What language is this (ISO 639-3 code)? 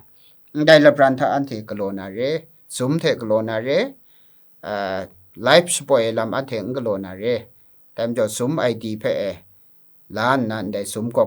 kac